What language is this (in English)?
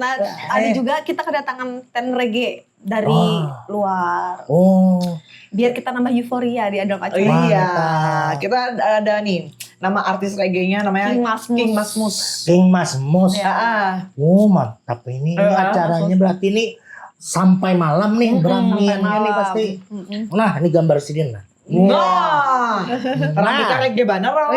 Banjar